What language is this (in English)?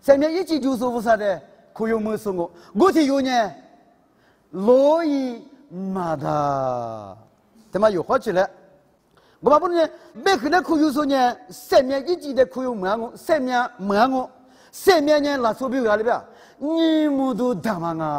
Lisu